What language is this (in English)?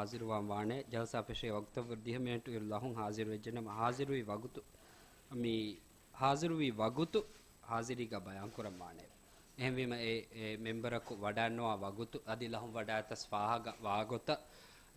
Divehi